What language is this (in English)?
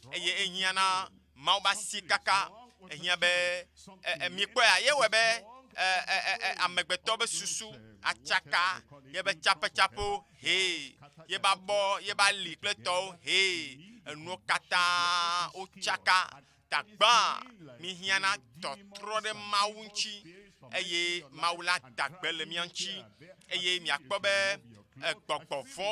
Ewe